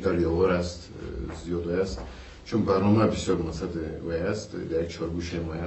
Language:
Persian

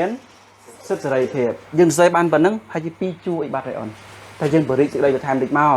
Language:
Khmer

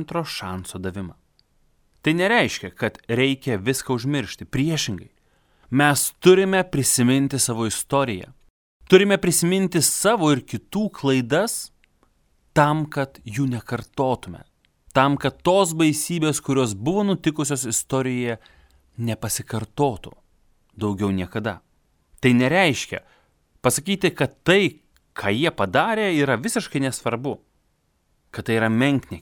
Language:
Lithuanian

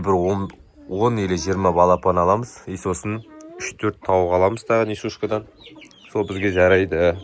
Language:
Kazakh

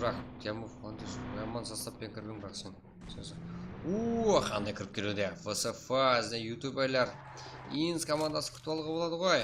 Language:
Kara-Kalpak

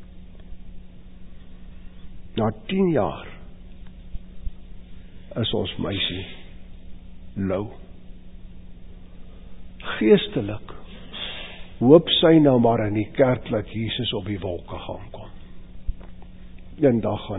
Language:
Afrikaans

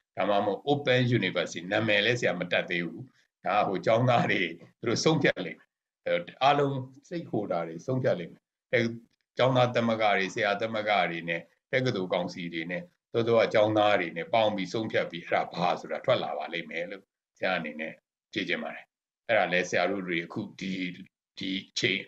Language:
Burmese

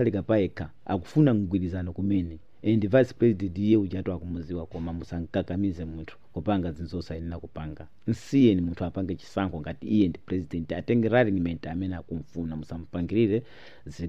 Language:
Nyanja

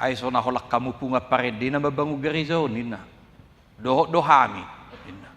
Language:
Batak Toba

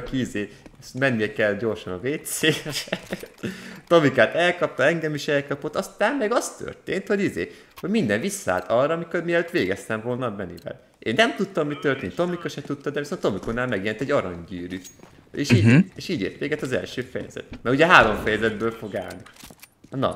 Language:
Hungarian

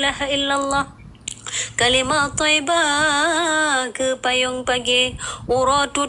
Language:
Achinese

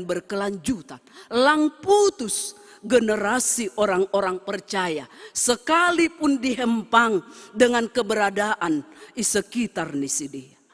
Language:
Batak Simalungun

